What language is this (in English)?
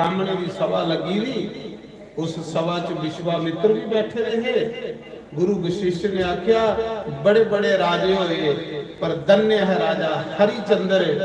Dogri